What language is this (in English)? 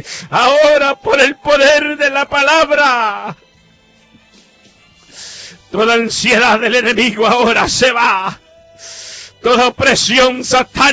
Spanish